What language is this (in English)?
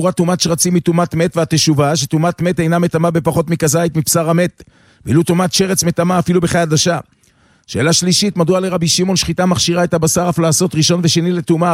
Hebrew